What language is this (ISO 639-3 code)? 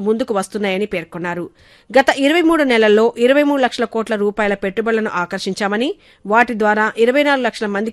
tel